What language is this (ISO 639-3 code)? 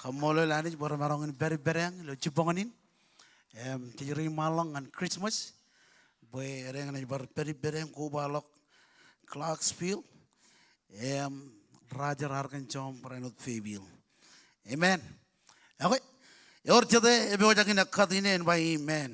mah